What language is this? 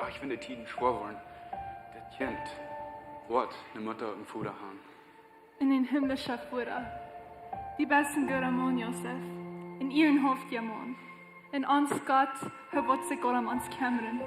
Plautdietsch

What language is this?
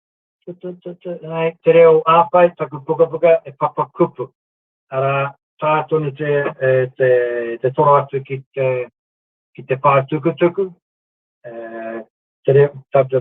Māori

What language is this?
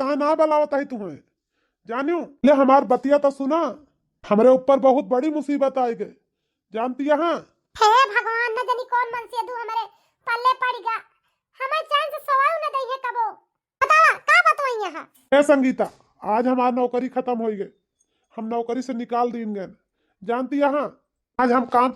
Awadhi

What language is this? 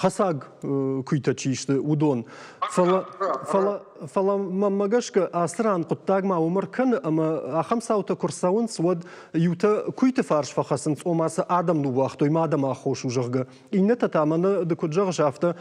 Ossetic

